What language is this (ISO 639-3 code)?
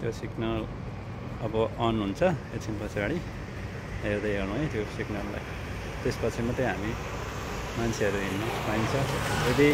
nep